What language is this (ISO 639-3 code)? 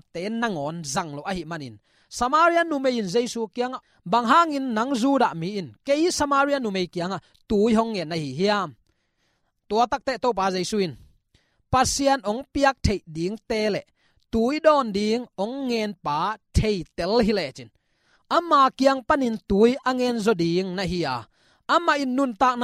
ctd